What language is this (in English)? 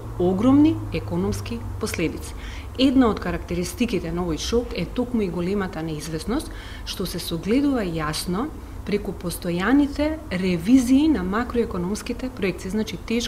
Macedonian